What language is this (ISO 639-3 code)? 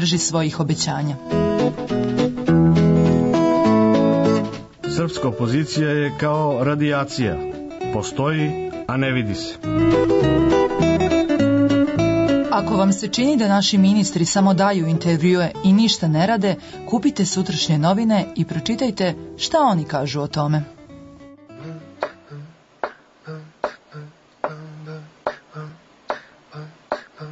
srp